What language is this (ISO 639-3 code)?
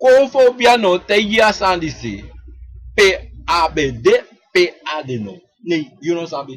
srn